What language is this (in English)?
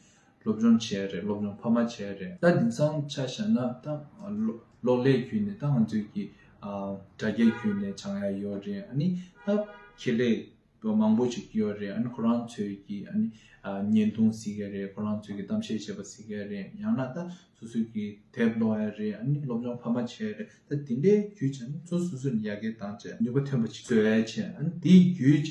Tibetan